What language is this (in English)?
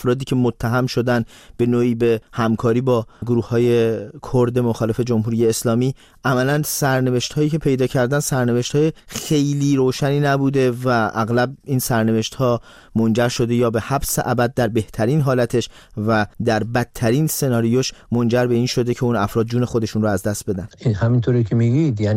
Persian